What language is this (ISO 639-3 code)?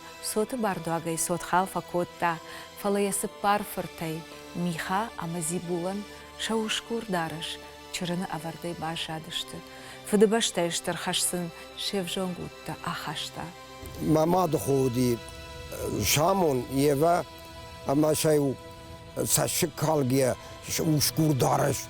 oss